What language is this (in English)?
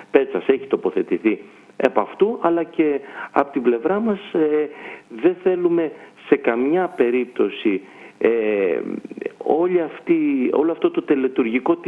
Greek